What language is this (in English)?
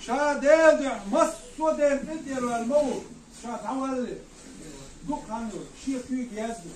Chechen